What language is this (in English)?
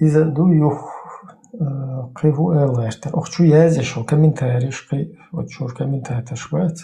Chechen